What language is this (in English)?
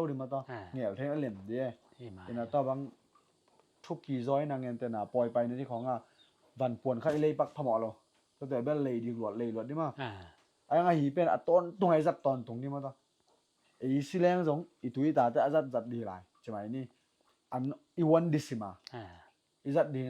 Tedim Chin